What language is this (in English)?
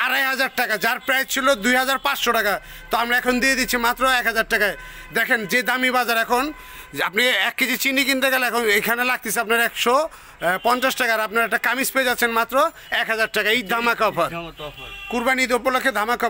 Bangla